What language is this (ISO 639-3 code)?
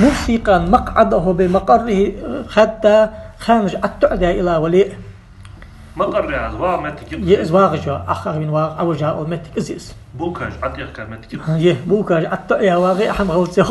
inh